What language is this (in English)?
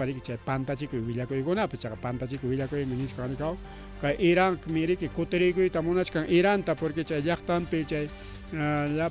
Ayacucho Quechua